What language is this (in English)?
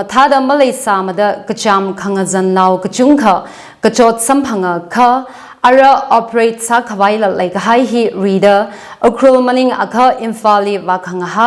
Tangkhul Naga (India)